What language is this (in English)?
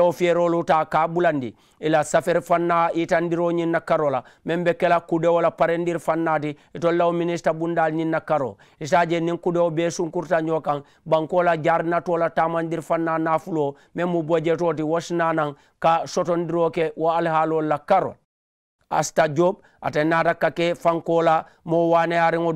Mandingo